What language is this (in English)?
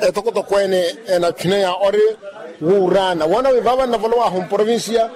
Makhuwa